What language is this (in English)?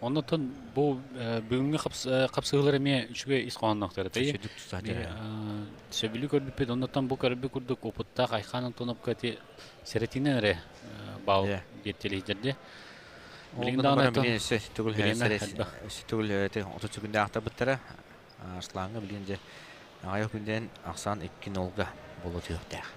Yakut